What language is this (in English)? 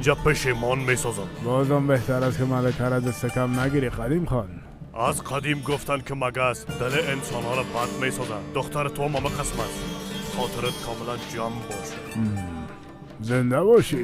Persian